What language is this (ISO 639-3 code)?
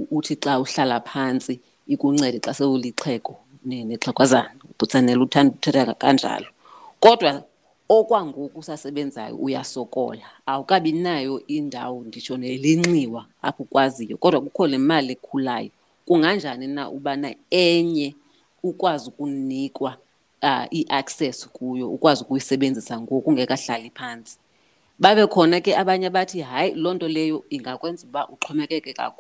xho